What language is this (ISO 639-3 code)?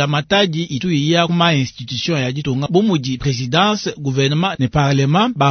lua